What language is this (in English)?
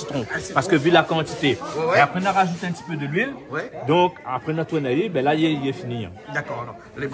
Réunion Creole French